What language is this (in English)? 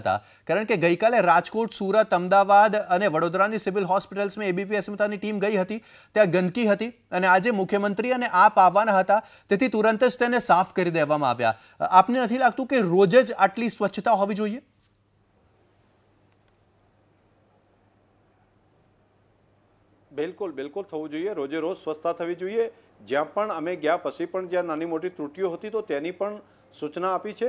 Gujarati